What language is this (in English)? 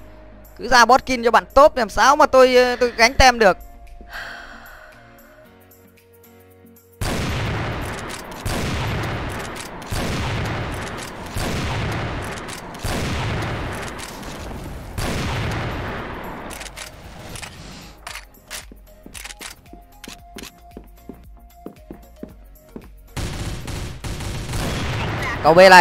Vietnamese